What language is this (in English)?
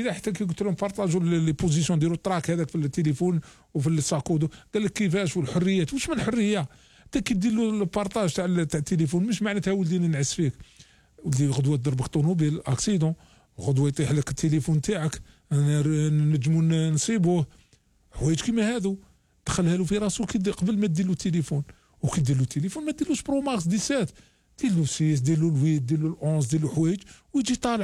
Algerian Arabic